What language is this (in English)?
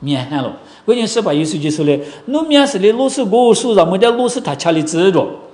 Lisu